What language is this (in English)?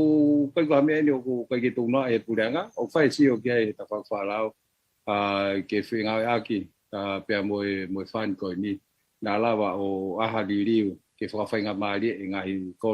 Tongan